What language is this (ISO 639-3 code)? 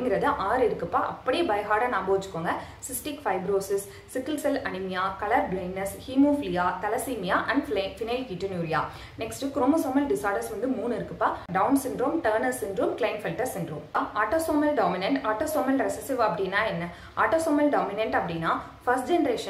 tam